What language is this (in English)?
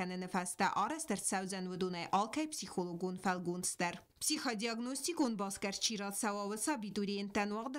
Ossetic